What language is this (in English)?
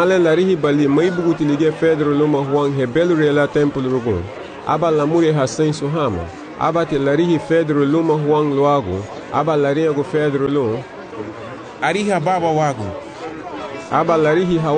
Garifuna